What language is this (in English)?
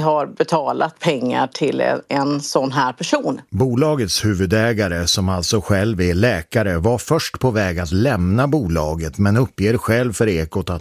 Swedish